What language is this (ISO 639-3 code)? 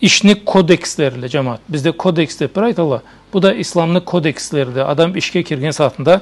krc